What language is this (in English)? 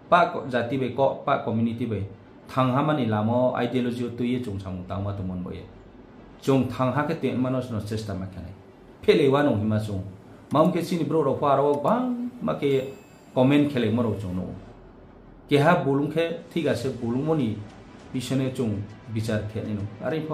Riang (India)